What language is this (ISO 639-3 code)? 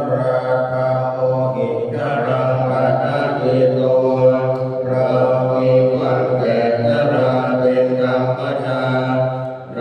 pli